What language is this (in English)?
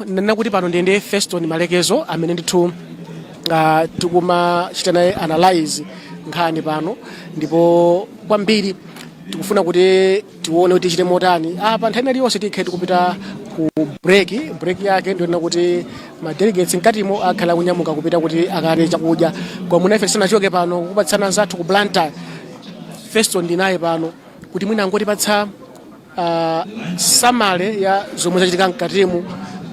Nyanja